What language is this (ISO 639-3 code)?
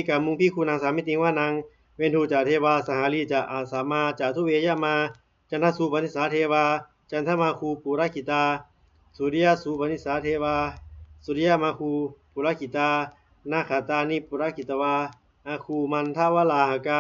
pli